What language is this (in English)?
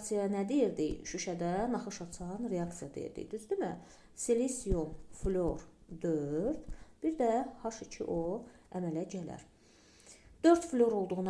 Azerbaijani